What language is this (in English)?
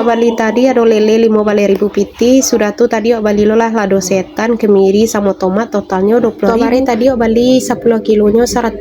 Minangkabau